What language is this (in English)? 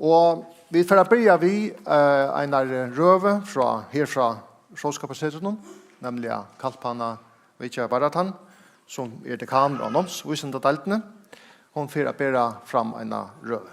Faroese